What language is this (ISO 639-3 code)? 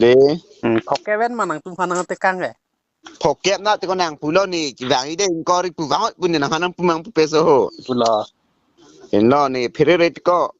mjw